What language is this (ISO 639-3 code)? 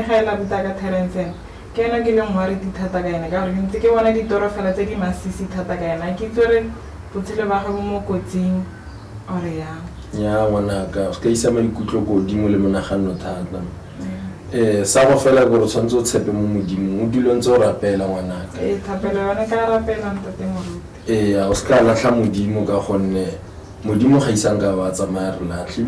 tsn